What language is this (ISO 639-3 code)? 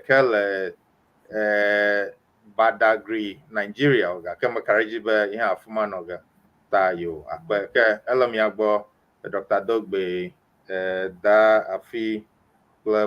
ewe